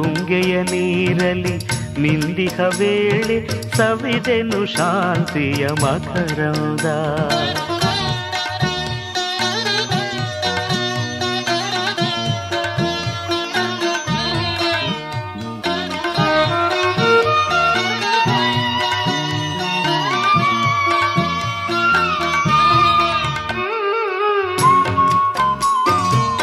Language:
Kannada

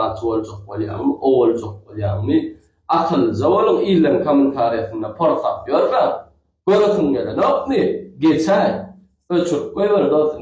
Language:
Turkmen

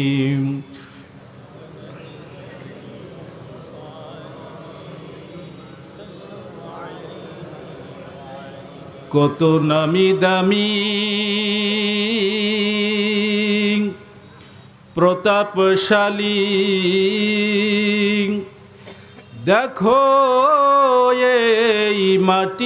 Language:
Bangla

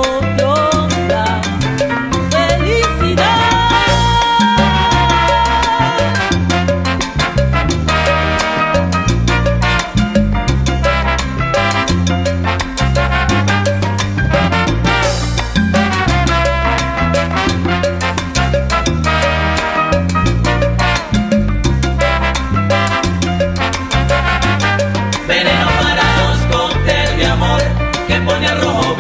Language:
Spanish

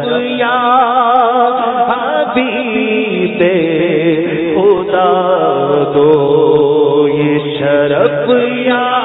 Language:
Urdu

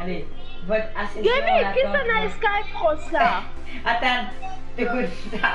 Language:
Morisyen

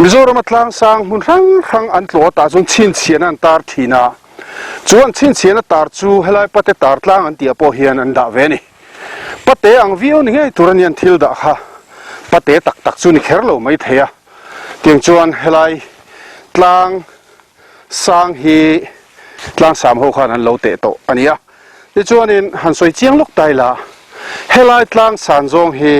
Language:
Mizo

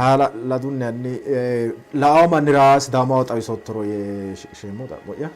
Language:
Sidamo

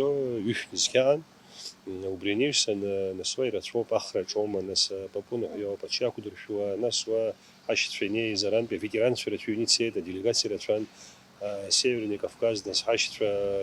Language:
Abkhazian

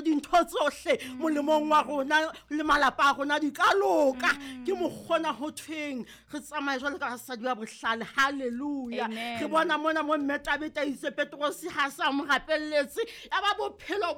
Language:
Southern Sotho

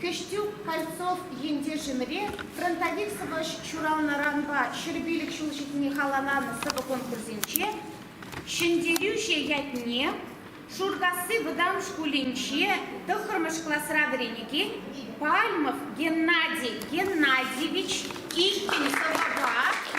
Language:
Chuvash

